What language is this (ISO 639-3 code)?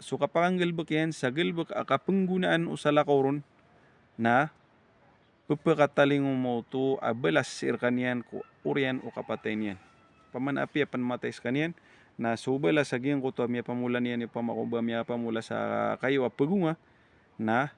mrw